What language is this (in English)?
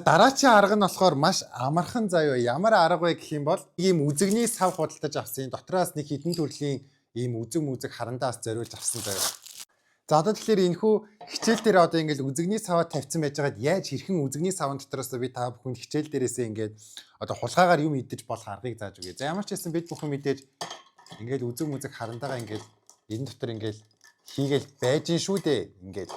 Mongolian